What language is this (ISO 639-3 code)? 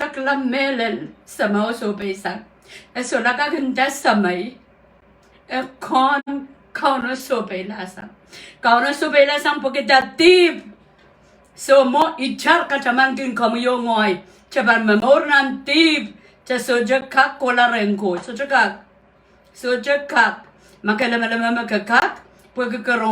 pon